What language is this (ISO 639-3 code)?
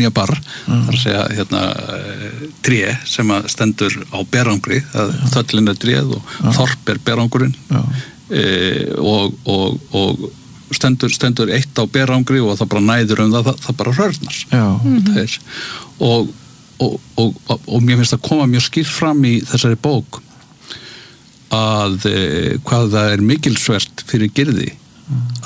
isl